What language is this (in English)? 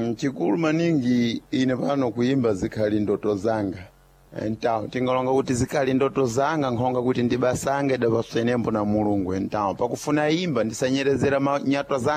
Sena